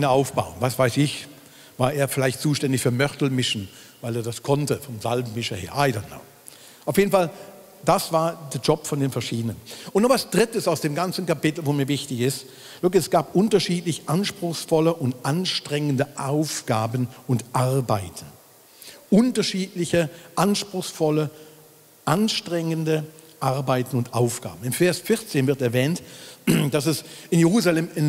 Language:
Swiss German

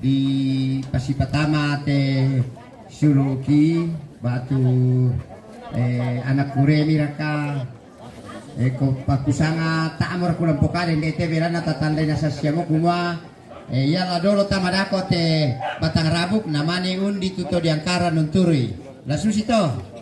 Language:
Toraja-Sa'dan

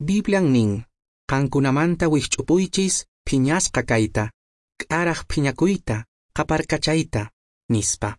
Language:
Quechua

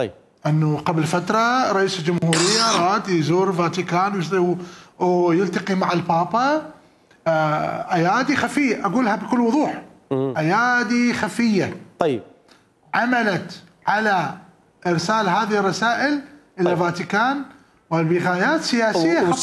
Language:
Mesopotamian Arabic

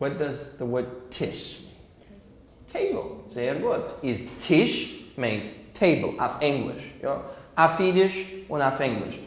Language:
Yiddish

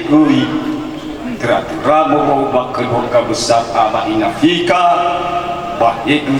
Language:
Nias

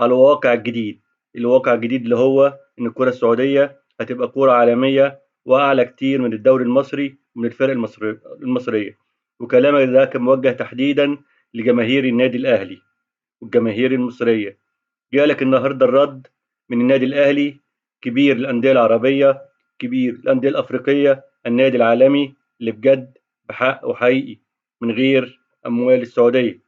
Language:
Egyptian Arabic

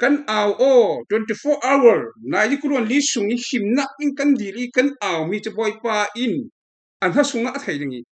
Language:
Falam Chin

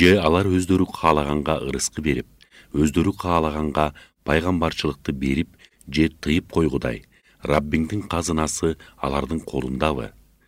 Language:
Kyrgyz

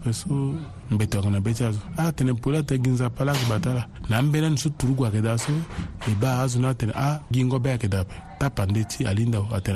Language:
Sango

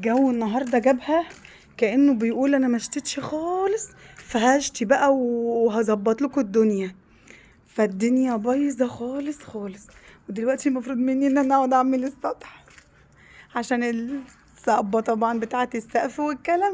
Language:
Egyptian Arabic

